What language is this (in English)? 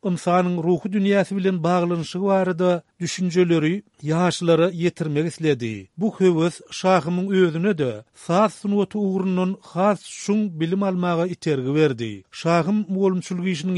Turkmen